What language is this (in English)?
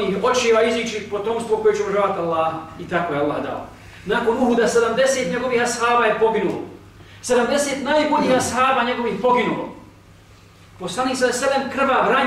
Bosnian